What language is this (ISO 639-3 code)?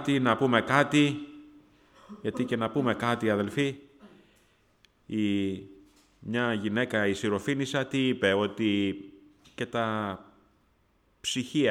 ell